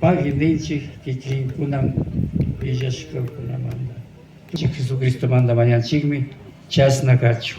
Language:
Imbabura Highland Quichua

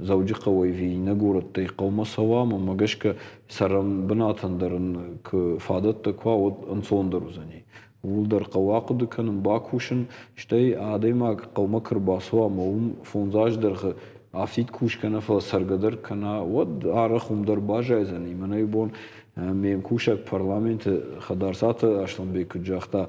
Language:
Ossetic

